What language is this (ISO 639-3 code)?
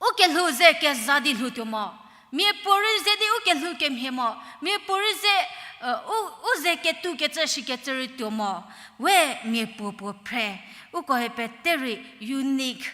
njm